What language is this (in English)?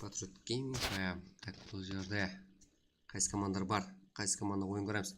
Kara-Kalpak